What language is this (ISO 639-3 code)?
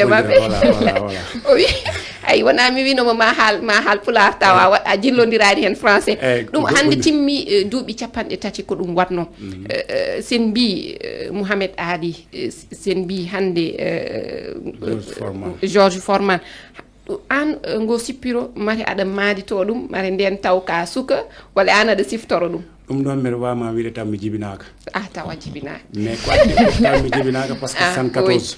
ful